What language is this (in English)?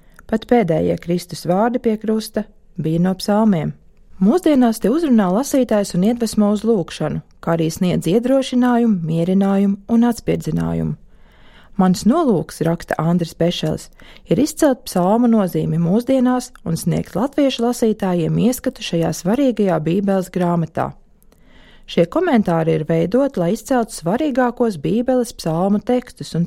Latvian